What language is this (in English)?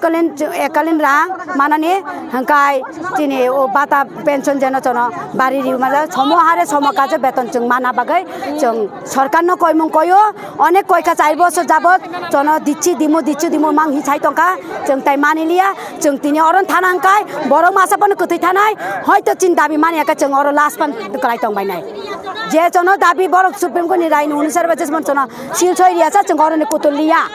Kok Borok